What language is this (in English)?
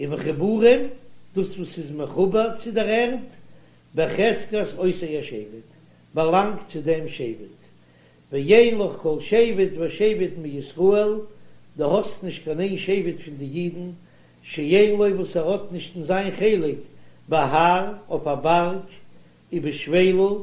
Yiddish